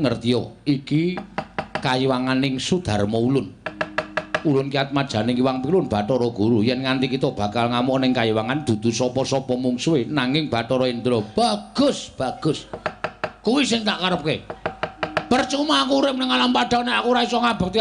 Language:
Javanese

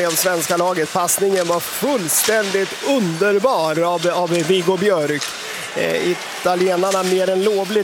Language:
Swedish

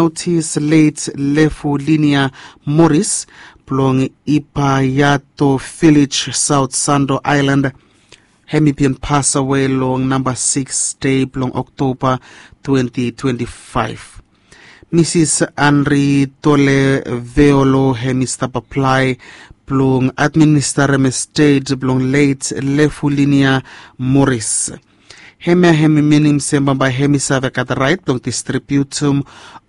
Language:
Bislama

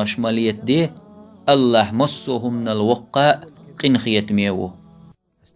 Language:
Chechen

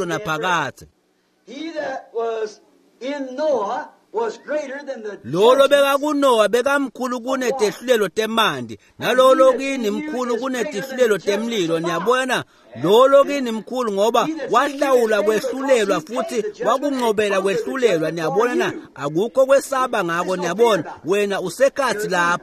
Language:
Swati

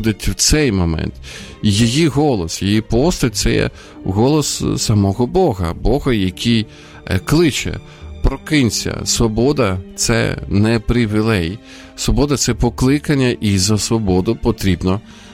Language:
Ukrainian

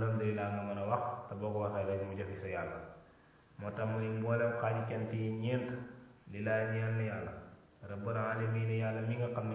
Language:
Wolof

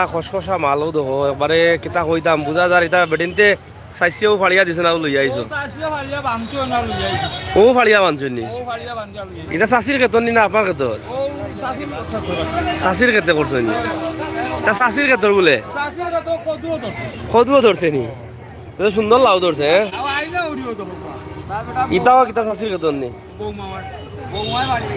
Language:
Sylheti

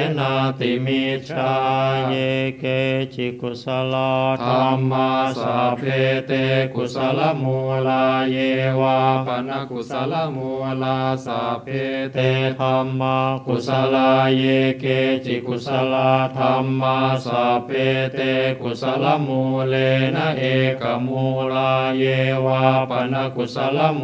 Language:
Pali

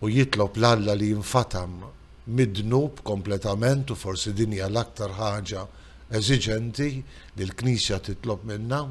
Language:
Maltese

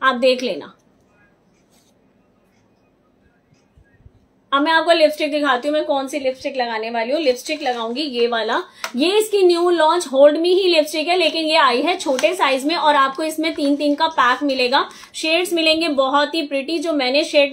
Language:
Hindi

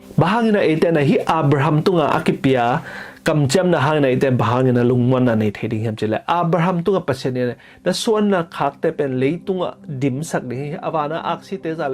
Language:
Tedim Chin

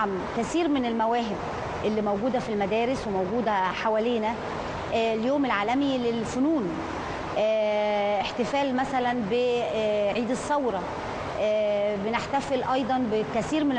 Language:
Egyptian Arabic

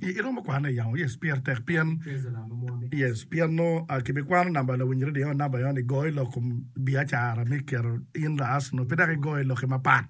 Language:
Acoli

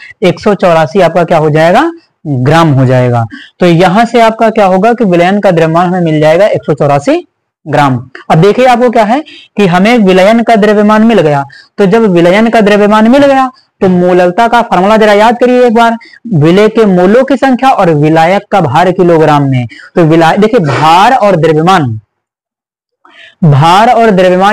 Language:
Hindi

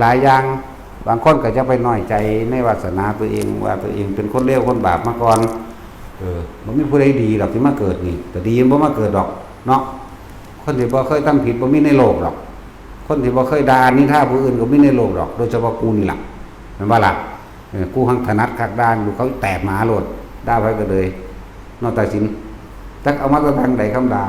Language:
Northeastern Thai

